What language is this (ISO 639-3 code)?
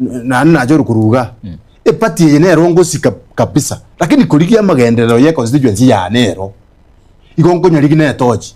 guz